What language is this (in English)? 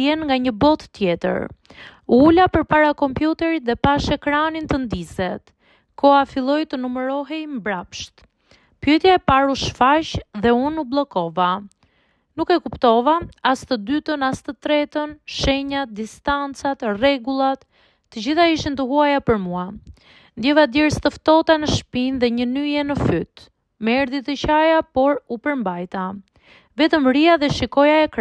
Albanian